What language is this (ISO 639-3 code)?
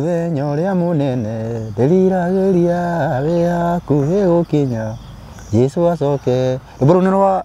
kik